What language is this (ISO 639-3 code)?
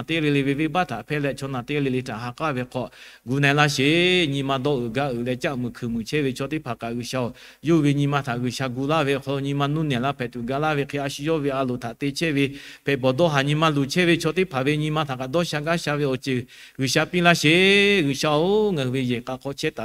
lhu